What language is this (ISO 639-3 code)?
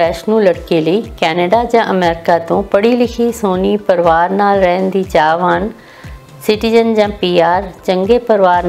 pan